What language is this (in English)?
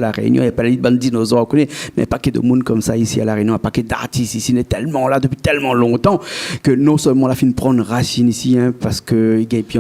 Réunion Creole French